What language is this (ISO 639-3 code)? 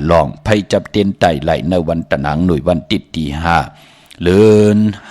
shn